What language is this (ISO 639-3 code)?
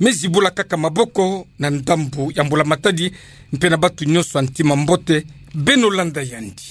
ktu